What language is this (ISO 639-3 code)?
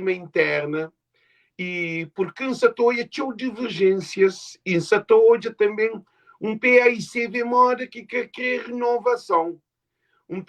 kea